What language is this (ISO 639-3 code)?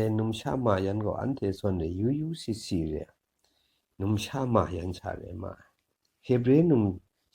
kac